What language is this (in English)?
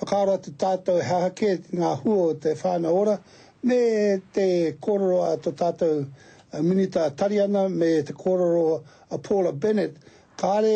Māori